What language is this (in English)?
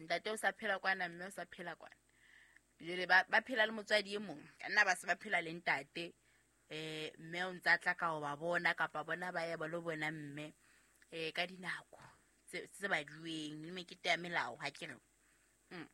Southern Sotho